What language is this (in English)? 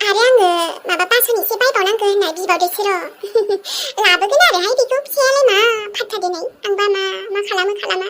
Bodo